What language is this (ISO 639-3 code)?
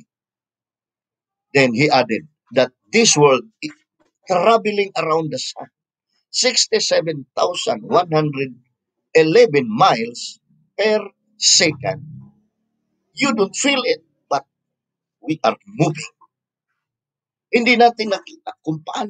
fil